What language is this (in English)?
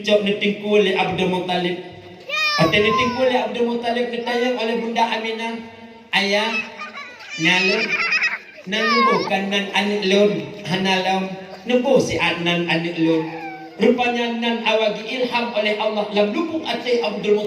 Achinese